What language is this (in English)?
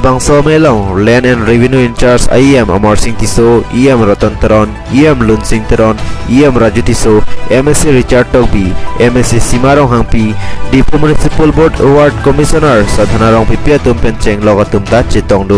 Karbi